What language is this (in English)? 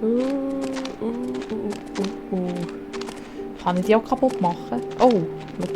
Swiss German